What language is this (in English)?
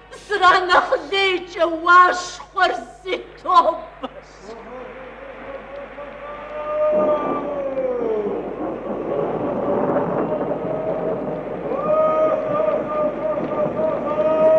Kabardian